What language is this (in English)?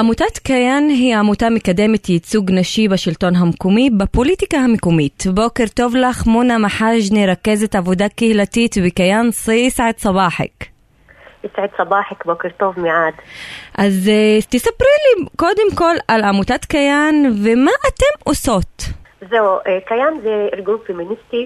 Hebrew